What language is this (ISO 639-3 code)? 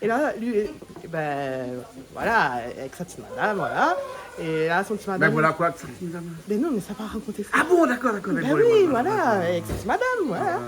rcf